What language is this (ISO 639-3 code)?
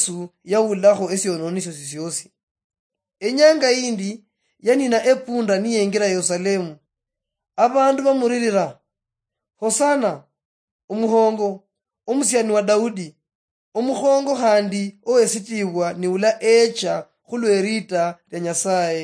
luy